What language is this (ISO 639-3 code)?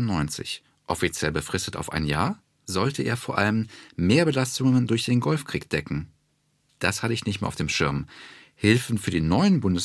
deu